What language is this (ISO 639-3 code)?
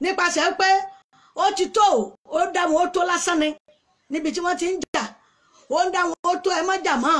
yor